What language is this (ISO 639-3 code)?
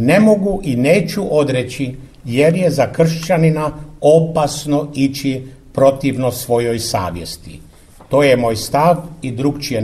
hrv